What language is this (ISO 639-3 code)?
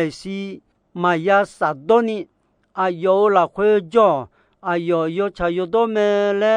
ahk